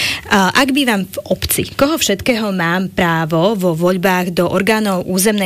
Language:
Slovak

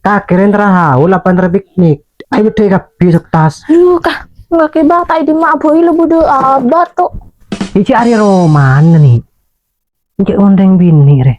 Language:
Madurese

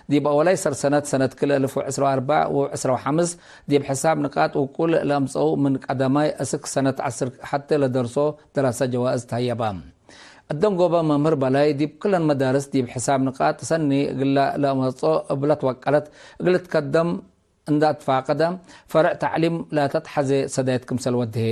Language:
Tigre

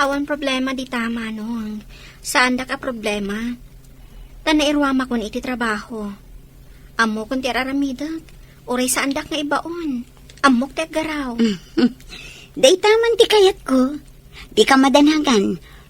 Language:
Iloko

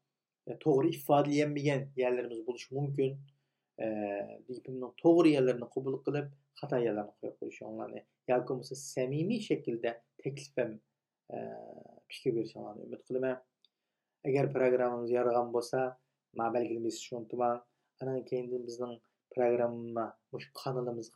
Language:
Uyghur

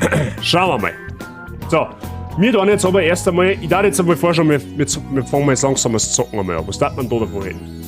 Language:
Bavarian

